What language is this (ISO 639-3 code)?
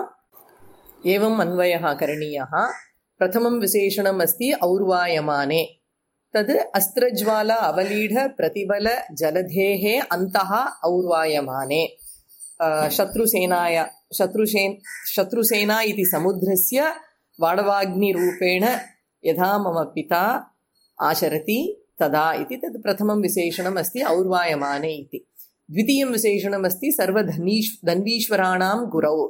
san